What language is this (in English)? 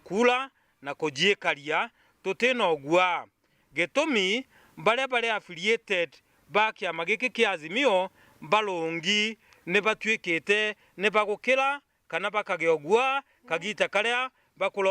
Meru